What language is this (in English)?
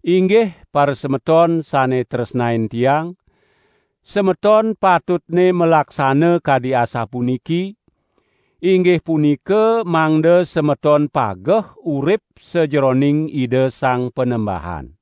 Balinese